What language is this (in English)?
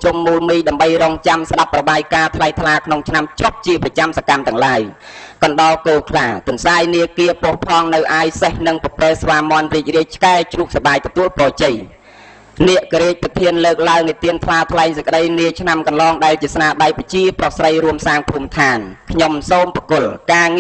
Khmer